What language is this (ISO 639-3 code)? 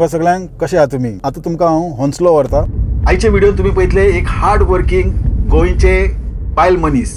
kok